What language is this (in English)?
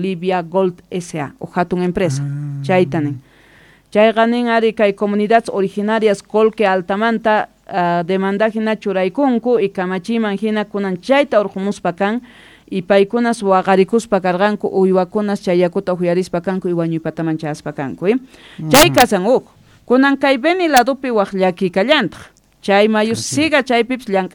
Quechua